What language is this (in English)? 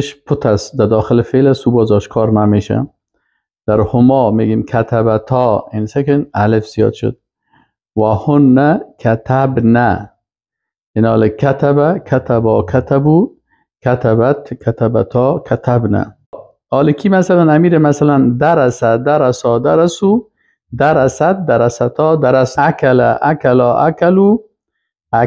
Persian